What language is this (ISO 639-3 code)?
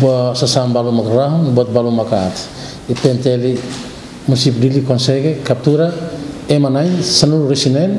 tet